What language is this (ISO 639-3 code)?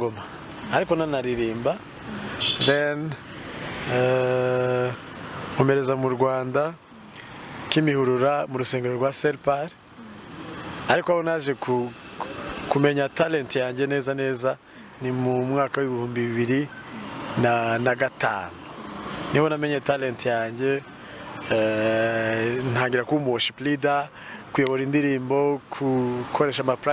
kin